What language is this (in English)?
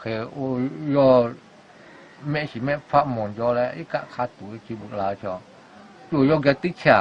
Lahu